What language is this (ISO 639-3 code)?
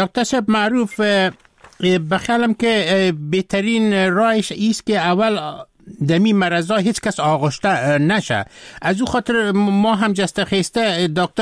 fas